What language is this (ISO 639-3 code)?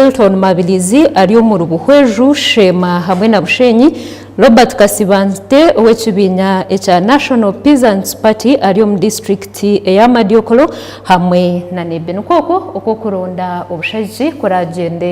nyn